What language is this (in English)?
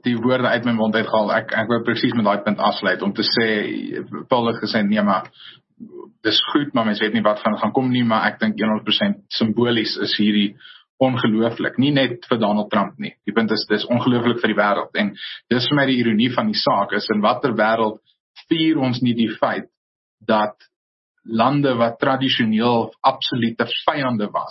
Afrikaans